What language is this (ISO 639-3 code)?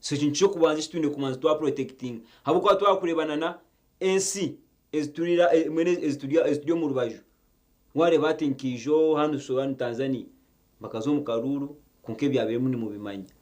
nyn